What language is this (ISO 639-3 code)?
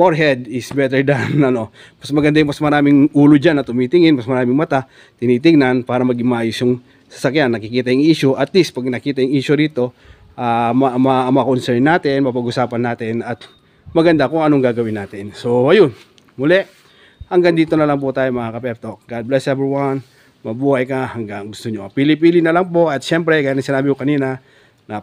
fil